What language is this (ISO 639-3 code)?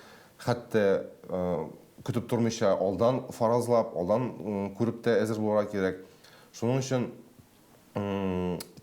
tat